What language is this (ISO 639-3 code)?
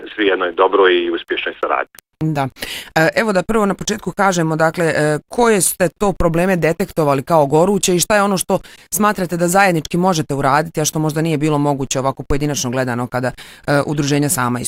bos